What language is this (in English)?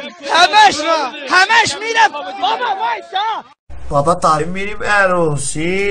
Persian